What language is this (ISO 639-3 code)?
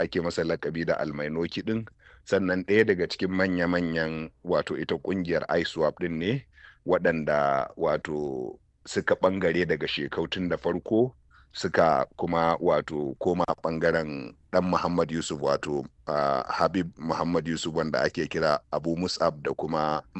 hau